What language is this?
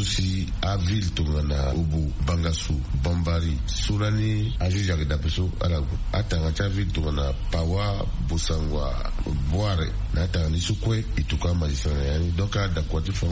Sango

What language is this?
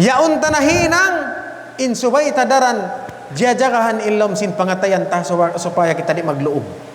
Tausug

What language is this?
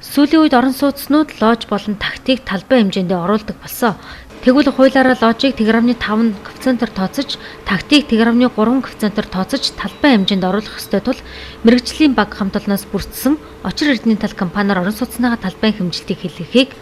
Mongolian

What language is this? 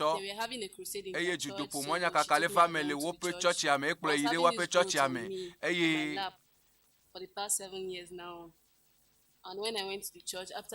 Ewe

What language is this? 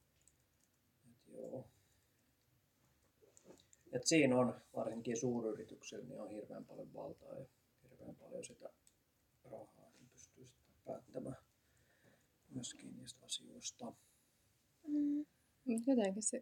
Finnish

